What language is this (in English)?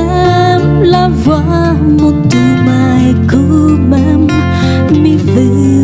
Réunion Creole French